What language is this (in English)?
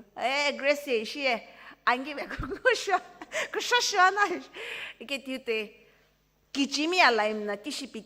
Sumi Naga